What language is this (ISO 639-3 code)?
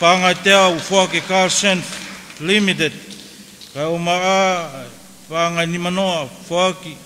ton